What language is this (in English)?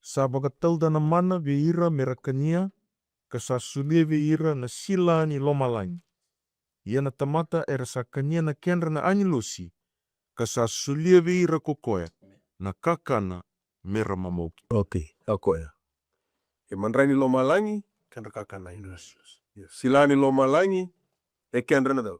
Fijian